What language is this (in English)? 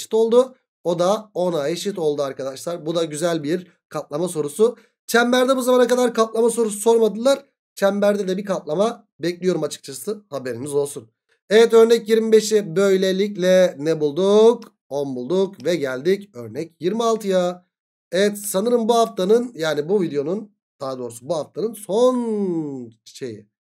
Turkish